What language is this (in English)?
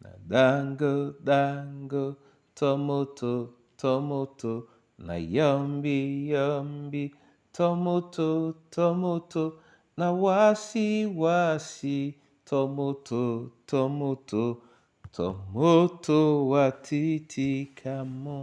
Duala